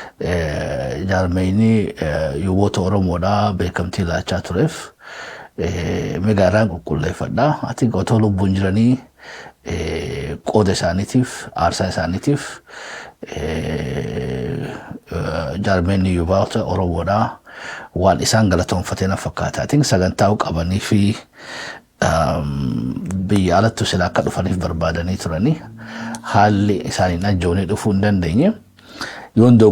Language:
Oromo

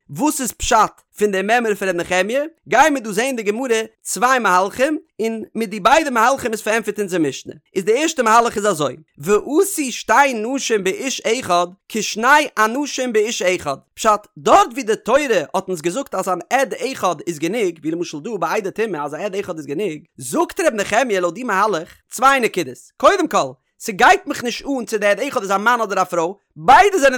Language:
Yiddish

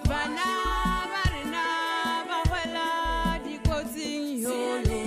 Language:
Northern Sotho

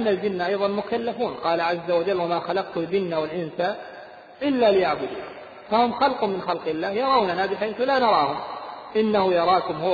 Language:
Arabic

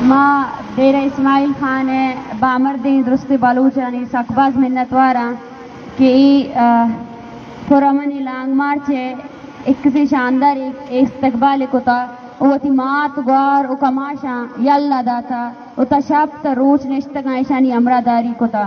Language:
Baluchi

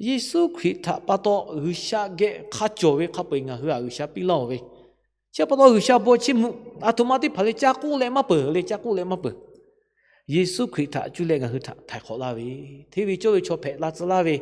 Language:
Lahu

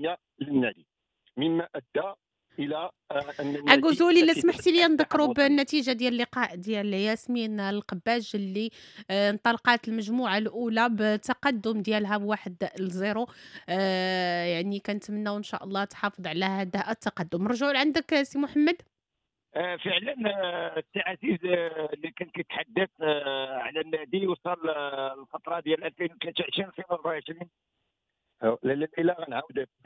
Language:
Moroccan Arabic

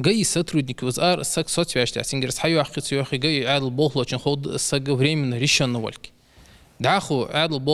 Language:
Ingush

